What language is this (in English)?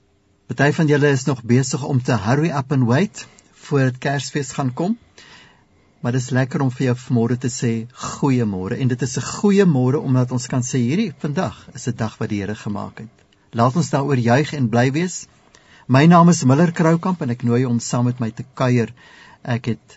Afrikaans